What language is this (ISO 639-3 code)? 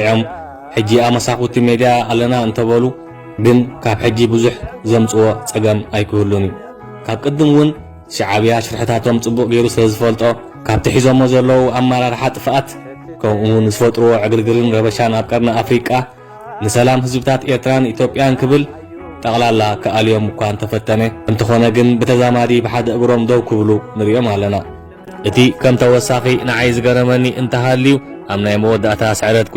tir